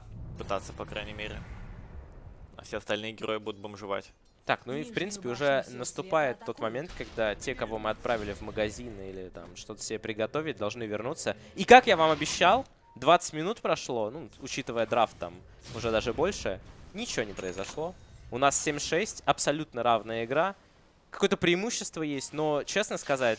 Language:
Russian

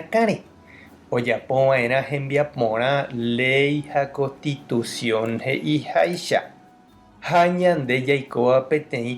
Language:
Guarani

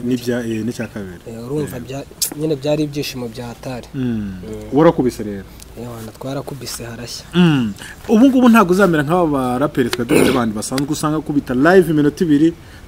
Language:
Kinyarwanda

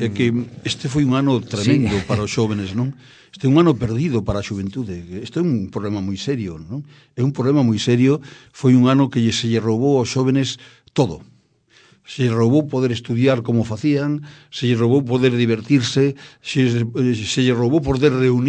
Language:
Galician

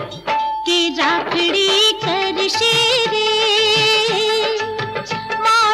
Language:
Gujarati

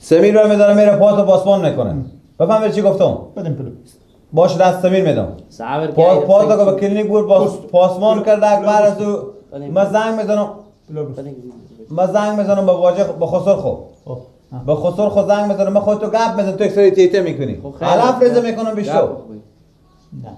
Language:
Persian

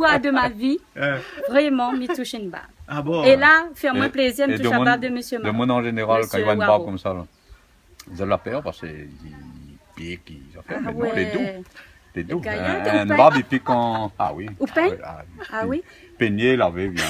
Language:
Réunion Creole French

